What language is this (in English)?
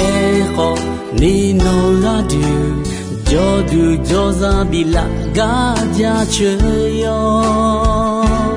Akha